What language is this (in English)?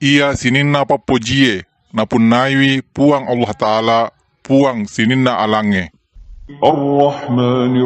Buginese